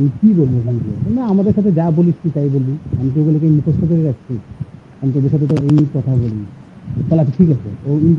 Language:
Bangla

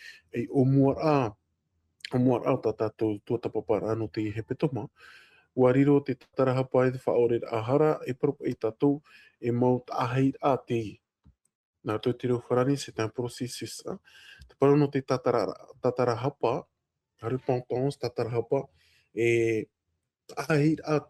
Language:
Tahitian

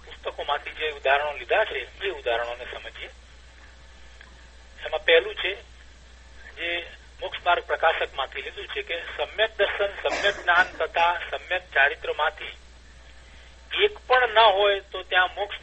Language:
Gujarati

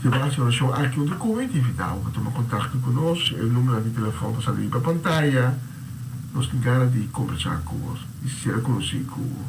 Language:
Papiamento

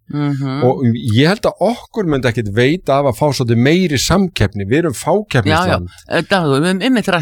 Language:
Icelandic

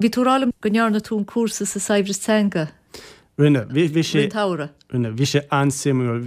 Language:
Irish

